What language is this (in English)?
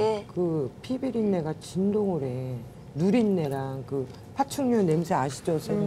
Korean